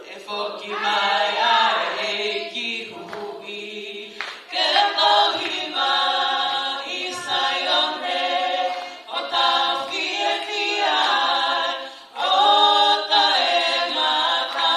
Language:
Tongan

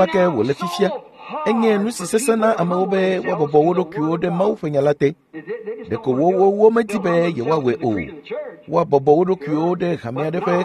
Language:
Ewe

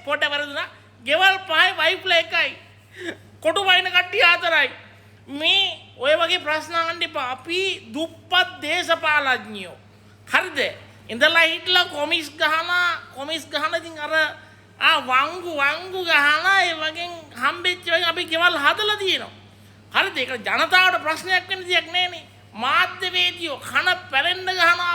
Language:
Sinhala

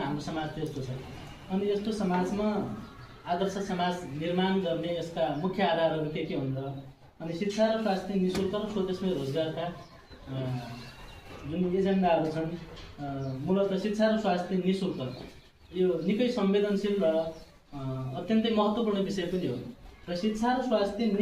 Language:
Nepali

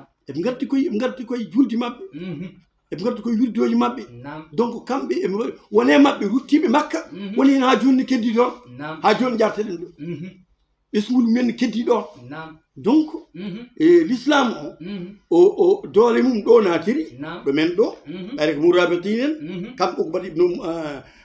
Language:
Fula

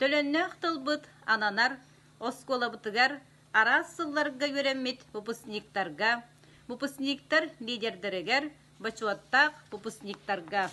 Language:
Yakut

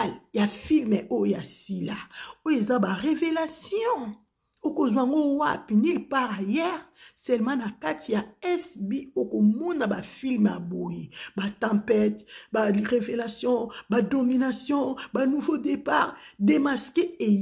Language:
Lingala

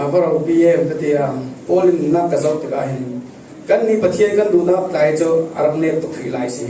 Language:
Falam Chin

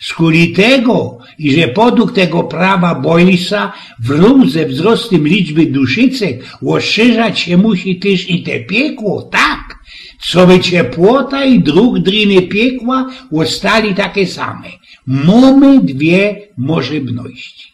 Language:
Silesian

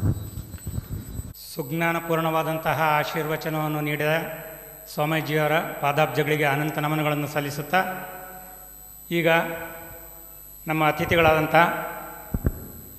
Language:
Kannada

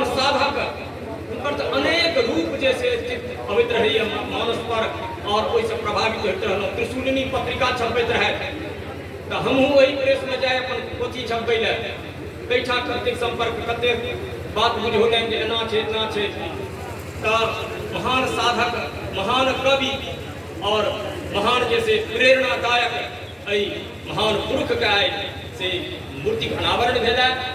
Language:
Maithili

